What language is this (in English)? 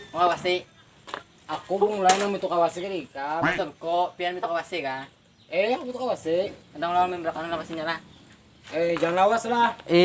Banjar